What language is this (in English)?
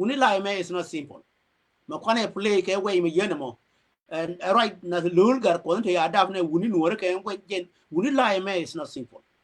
Nuer